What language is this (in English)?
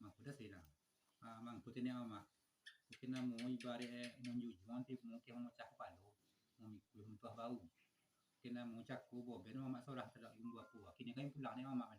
Minangkabau